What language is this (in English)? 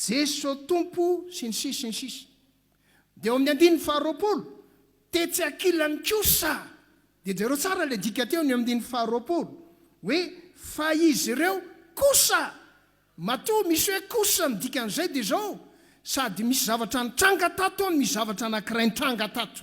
Malagasy